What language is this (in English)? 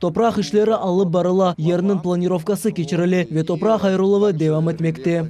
Crimean Tatar